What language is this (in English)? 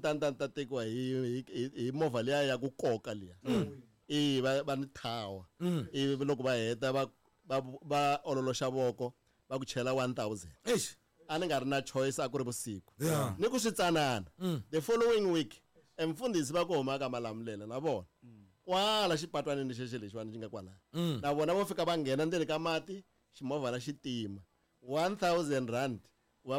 Tsonga